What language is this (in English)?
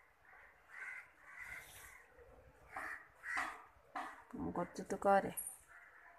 Odia